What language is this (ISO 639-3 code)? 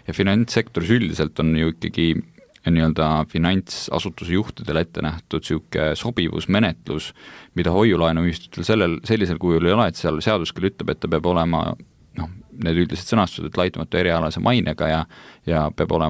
est